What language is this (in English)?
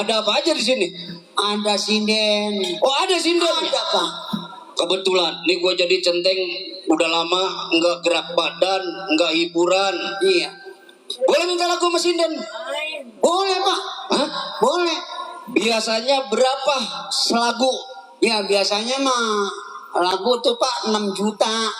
Betawi